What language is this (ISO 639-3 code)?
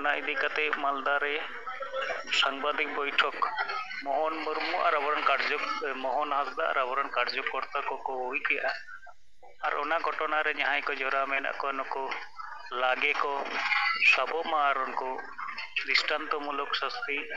sat